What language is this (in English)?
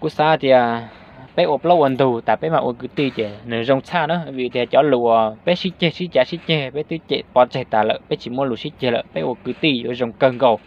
Hmong